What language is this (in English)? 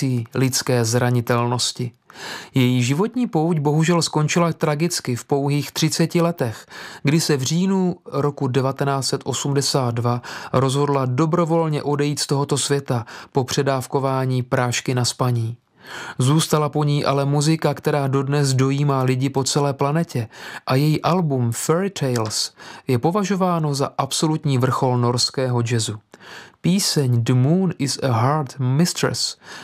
Czech